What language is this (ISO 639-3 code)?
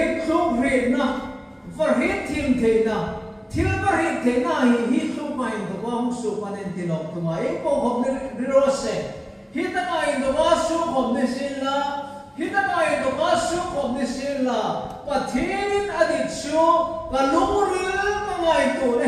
hmr